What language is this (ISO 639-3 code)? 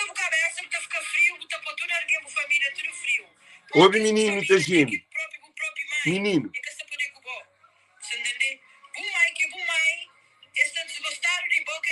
kea